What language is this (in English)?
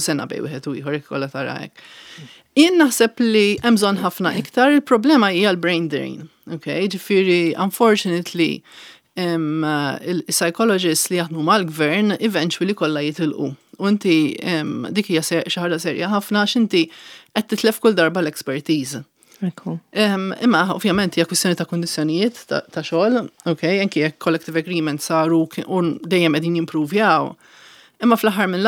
Maltese